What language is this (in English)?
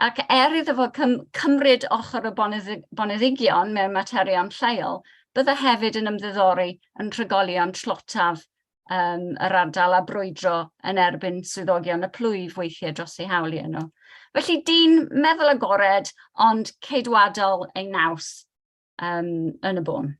Welsh